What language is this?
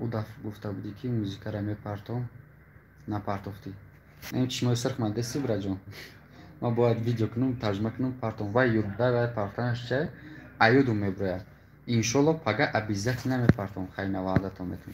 Tajik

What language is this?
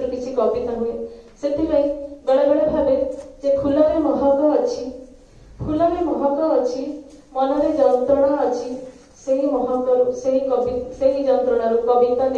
Odia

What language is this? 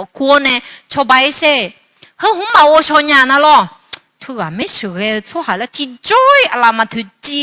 Akha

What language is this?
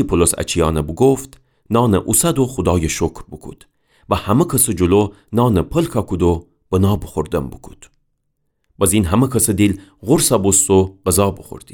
Gilaki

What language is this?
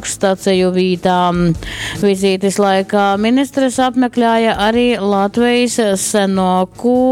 Latgalian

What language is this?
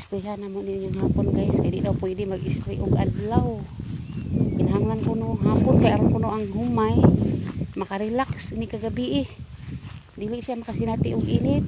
Cebuano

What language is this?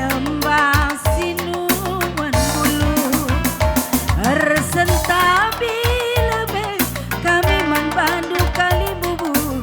Batak Karo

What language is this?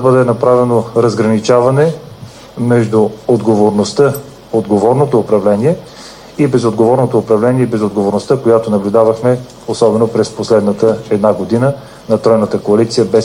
Bulgarian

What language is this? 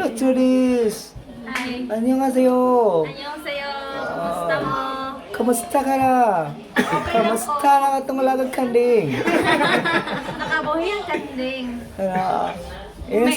Cebuano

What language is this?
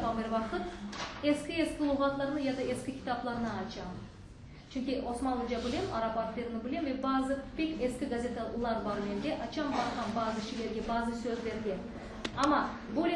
Crimean Tatar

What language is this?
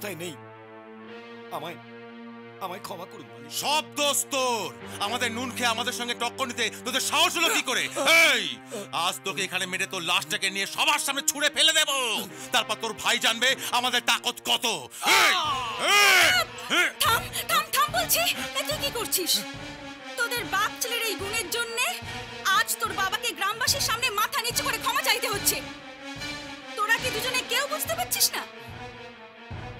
Bangla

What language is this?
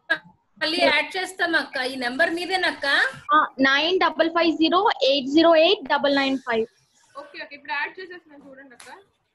Telugu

